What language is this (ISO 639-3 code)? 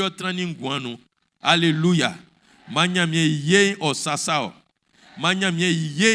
bci